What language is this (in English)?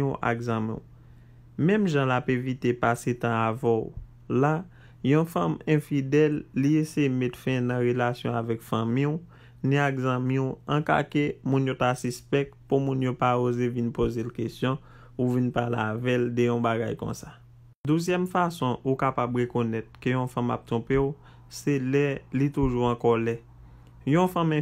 Haitian Creole